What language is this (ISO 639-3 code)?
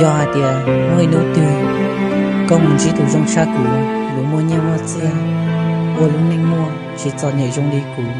hmn